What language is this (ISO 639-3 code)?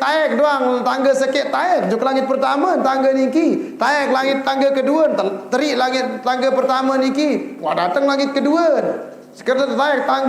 sas